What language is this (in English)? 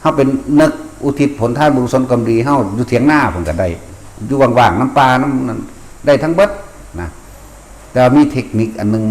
Northeastern Thai